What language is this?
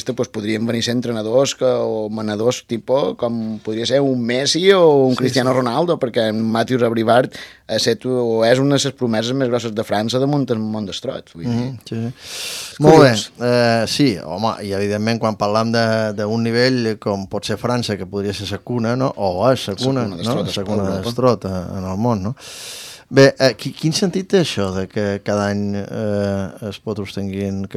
Catalan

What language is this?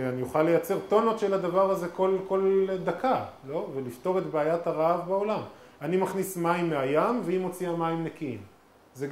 Hebrew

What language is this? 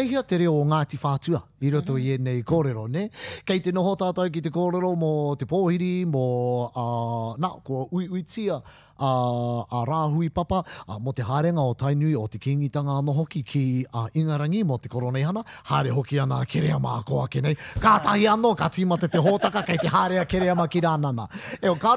Māori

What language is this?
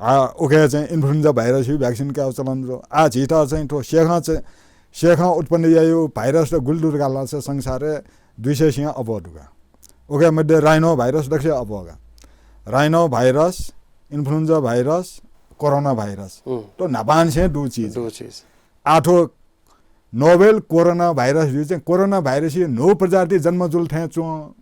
Newari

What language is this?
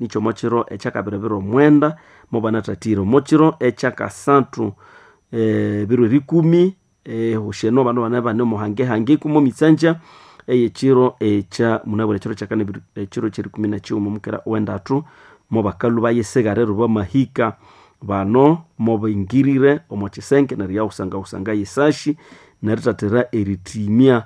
Nande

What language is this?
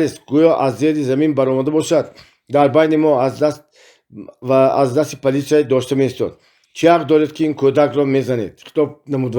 Tajik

